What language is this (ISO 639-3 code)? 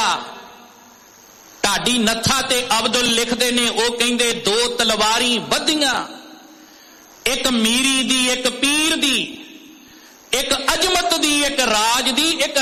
pan